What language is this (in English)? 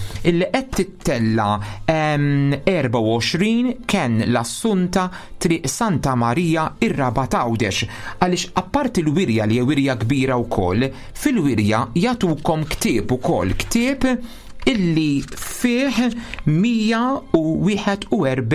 Maltese